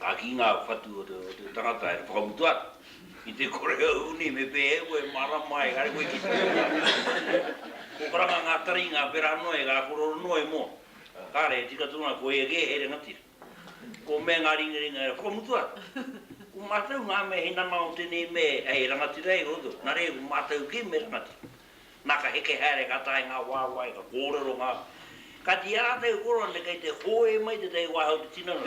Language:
Māori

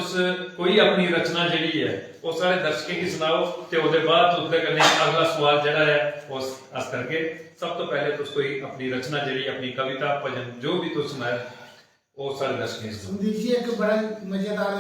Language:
Dogri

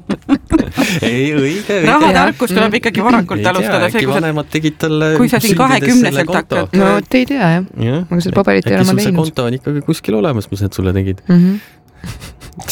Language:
Estonian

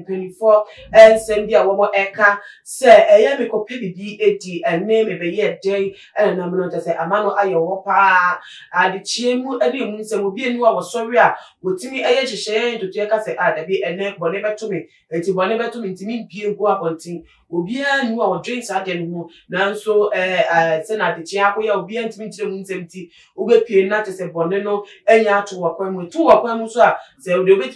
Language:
Akan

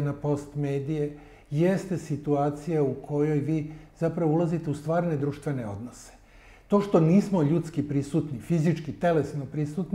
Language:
Serbian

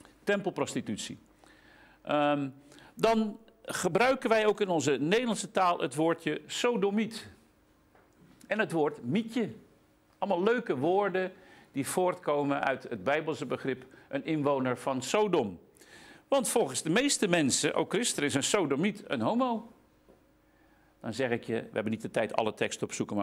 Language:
Dutch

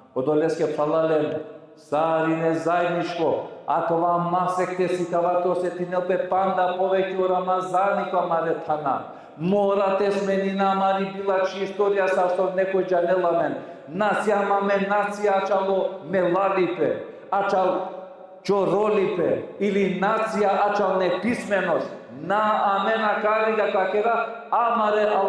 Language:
Balkan Romani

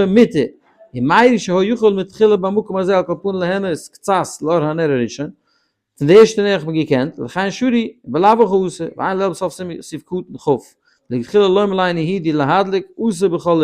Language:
Yiddish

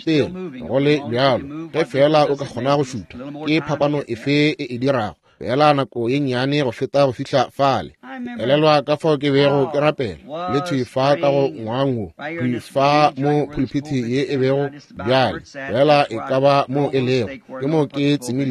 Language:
Northern Sotho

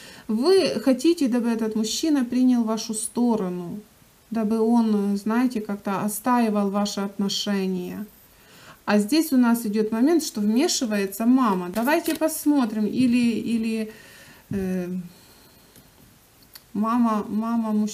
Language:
Russian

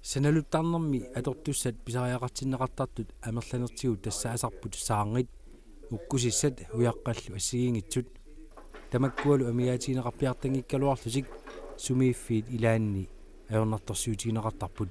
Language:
Kalaallisut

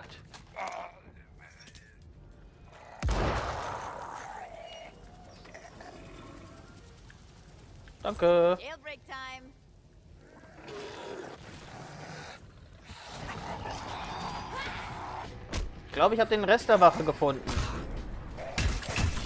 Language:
German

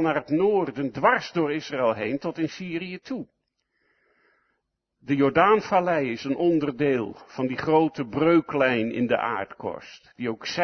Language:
Dutch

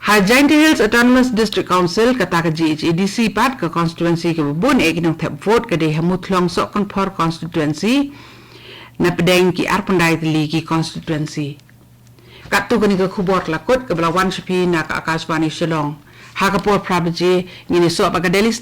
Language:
Khasi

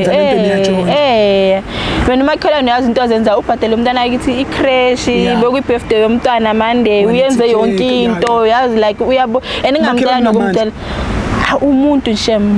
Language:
Zulu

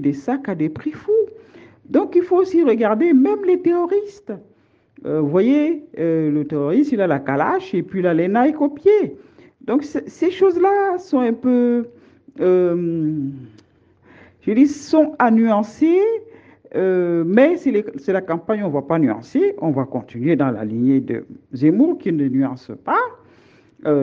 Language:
French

